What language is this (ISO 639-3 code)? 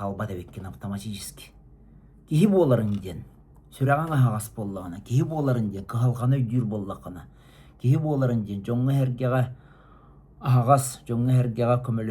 sah